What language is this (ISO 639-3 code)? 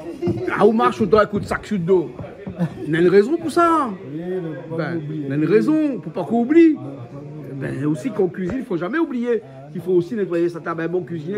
rcf